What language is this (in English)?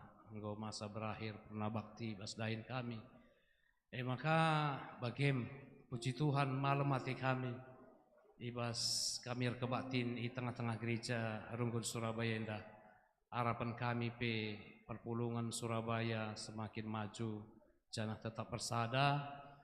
Batak Karo